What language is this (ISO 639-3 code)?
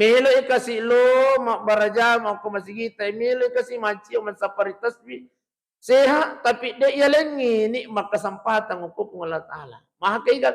bug